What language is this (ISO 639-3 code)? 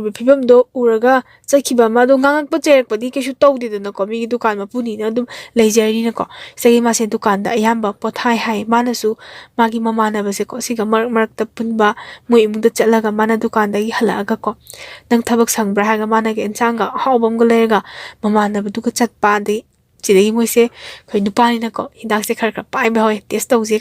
mni